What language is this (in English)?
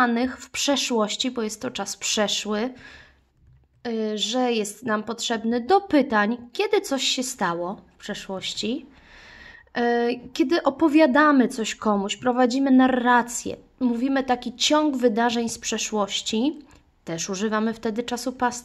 Polish